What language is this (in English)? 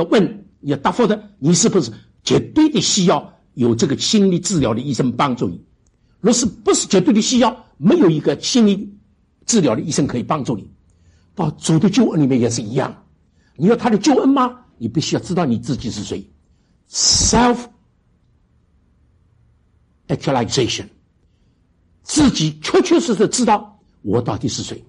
Chinese